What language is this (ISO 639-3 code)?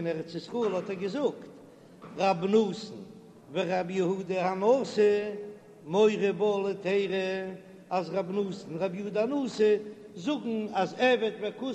yid